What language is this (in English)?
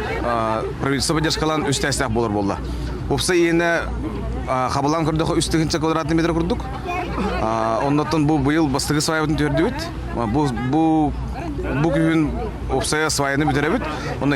Yakut